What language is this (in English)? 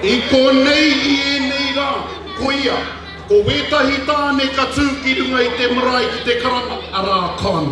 Māori